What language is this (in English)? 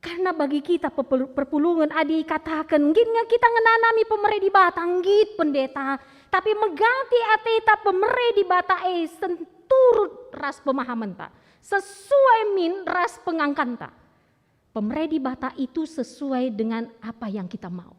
Batak Karo